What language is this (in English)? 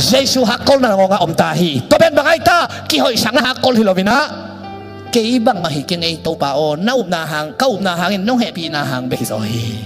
Tedim Chin